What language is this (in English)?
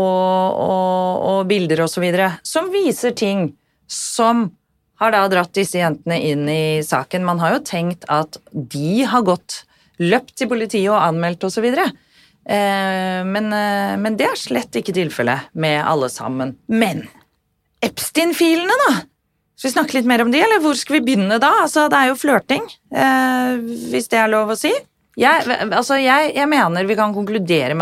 Norwegian